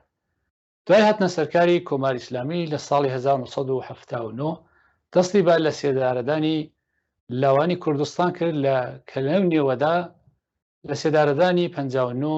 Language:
Central Kurdish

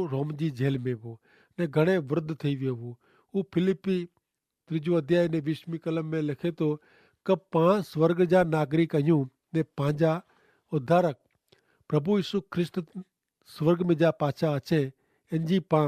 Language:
Kachhi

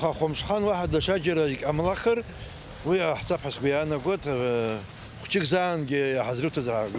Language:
Abkhazian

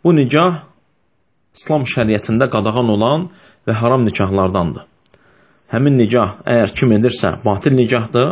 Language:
Azerbaijani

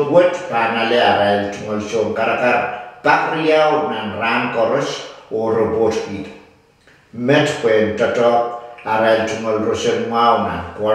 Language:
Pohnpeian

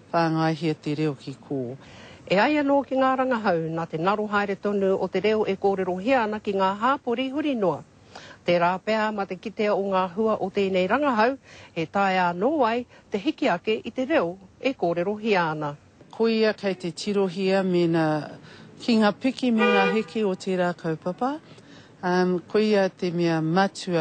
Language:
Māori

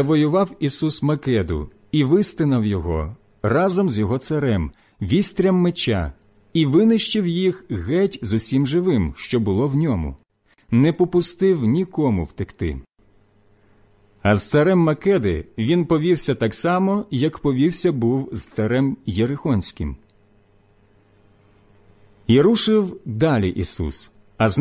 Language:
Ukrainian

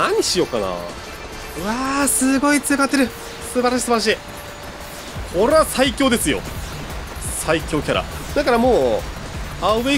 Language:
Japanese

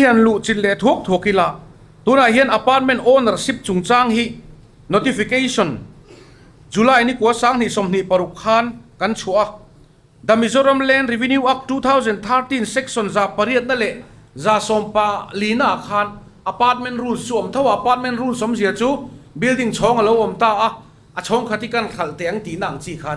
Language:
Mizo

